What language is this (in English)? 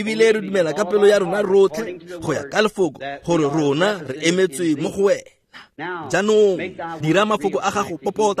Tswana